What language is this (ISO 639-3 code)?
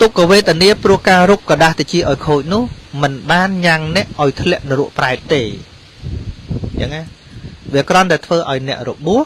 khm